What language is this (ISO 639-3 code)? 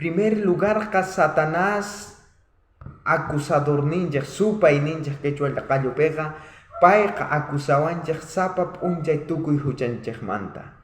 quh